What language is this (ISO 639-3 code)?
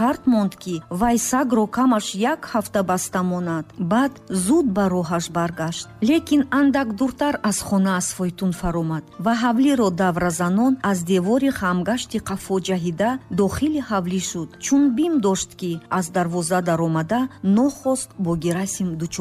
tgk